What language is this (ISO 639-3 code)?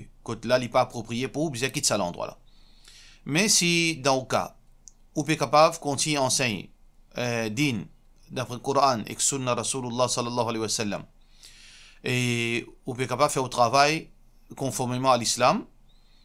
mfe